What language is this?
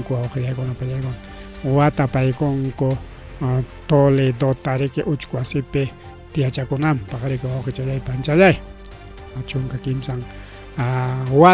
Ayacucho Quechua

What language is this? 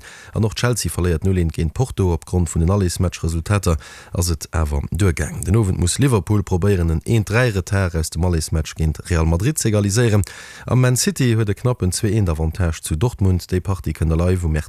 Luxembourgish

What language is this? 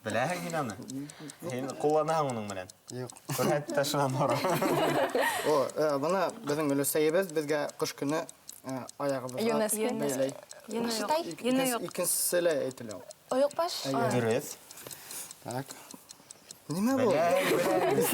Bashkir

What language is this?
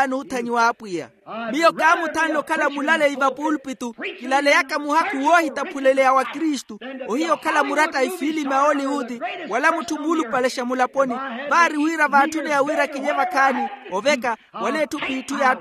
Makhuwa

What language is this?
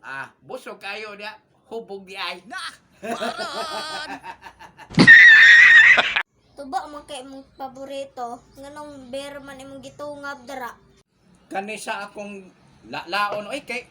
Cebuano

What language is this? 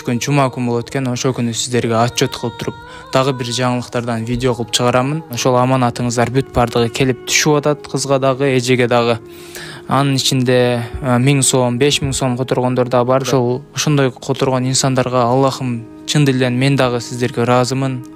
Kyrgyz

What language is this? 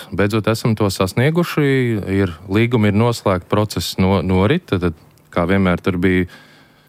Latvian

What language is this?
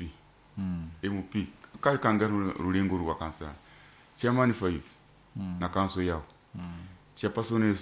Nyoro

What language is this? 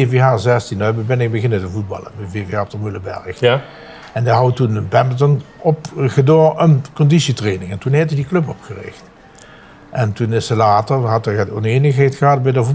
Limburgish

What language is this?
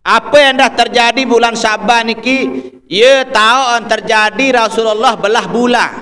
Sasak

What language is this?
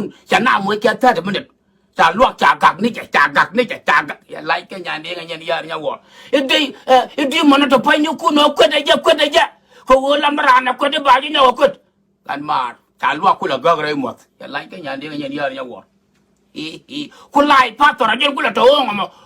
Nuer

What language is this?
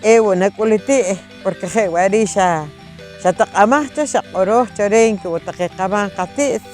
Poqomchi'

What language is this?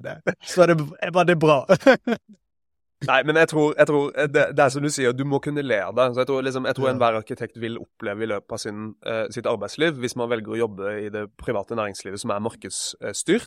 Norwegian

